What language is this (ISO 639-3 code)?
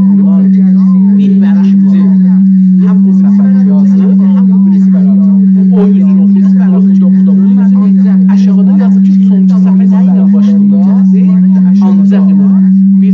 azb